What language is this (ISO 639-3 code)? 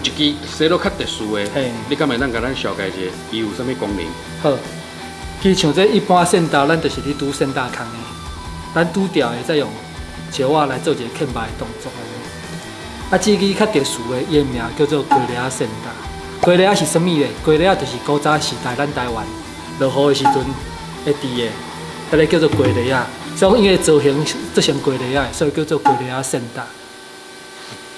nan